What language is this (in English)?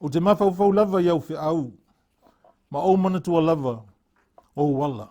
Samoan